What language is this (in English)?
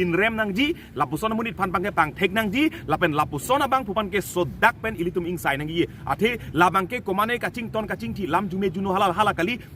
Karbi